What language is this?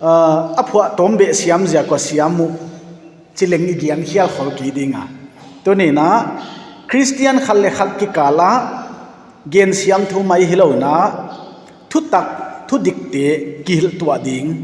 Paite Chin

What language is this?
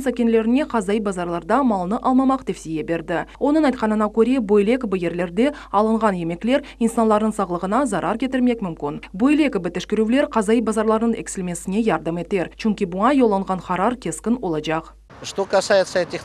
Crimean Tatar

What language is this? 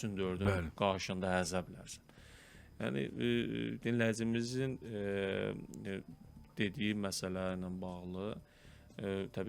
Azerbaijani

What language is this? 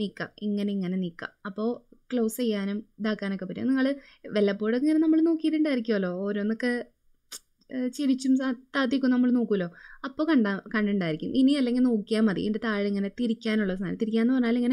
Malayalam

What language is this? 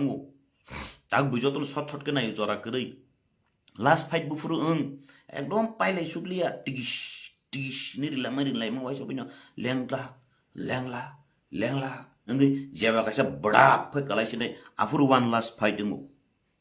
Kok Borok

